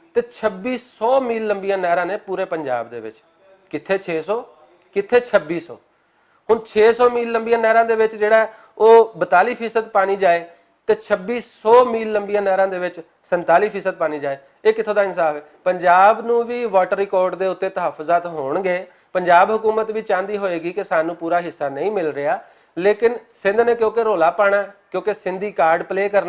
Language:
Western Panjabi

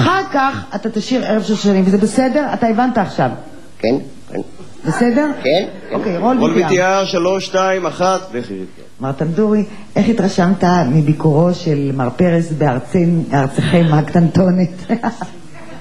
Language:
Hebrew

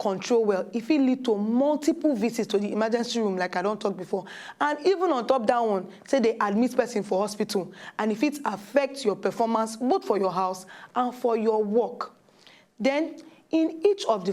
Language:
Nigerian Pidgin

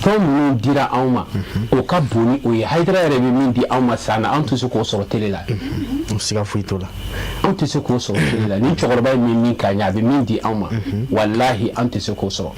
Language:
Bambara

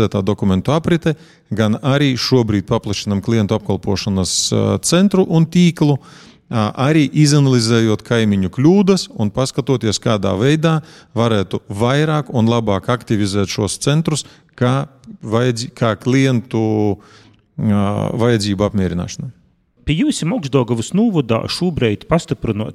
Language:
Latvian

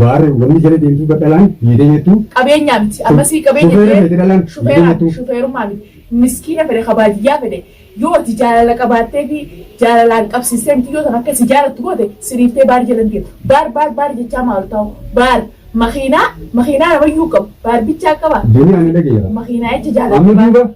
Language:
Oromo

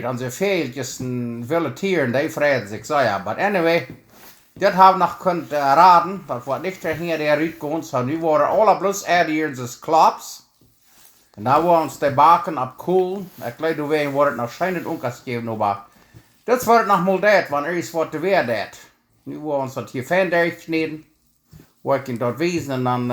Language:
Plautdietsch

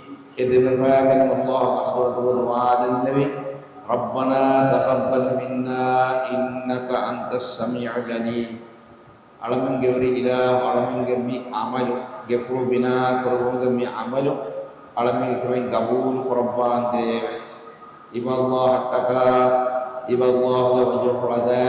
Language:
Divehi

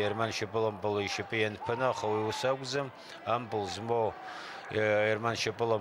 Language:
Abkhazian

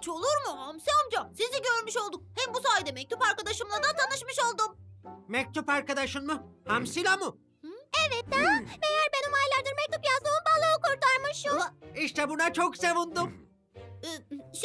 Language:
Turkish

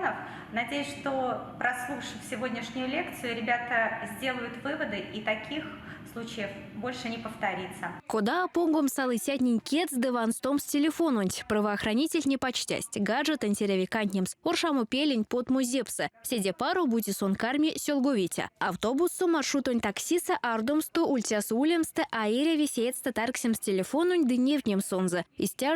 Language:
Erzya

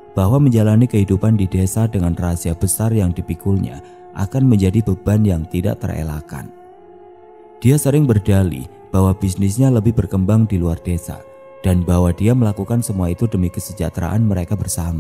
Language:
Indonesian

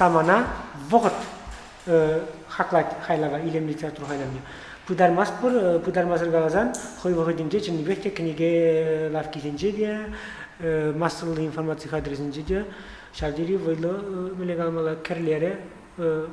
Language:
Chuvash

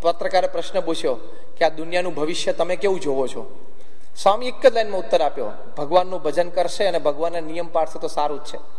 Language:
Gujarati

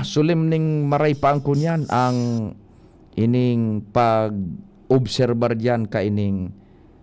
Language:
Bikol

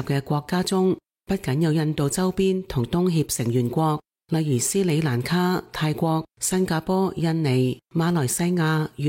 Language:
Cantonese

